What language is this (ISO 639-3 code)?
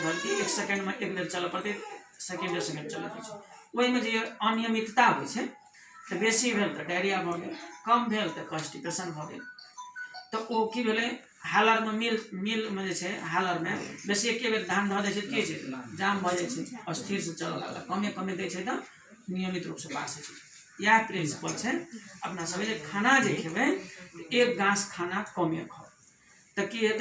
mai